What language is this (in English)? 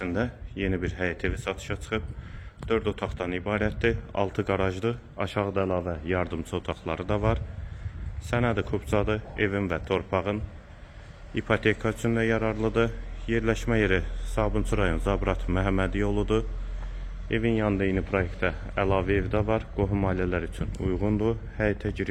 Azerbaijani